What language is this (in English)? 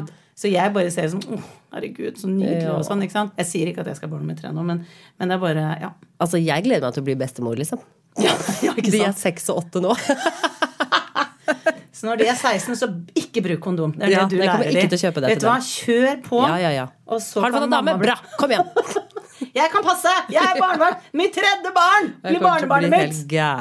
Norwegian